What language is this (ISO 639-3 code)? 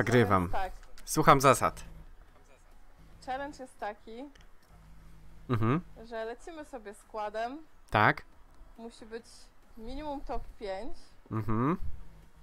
pol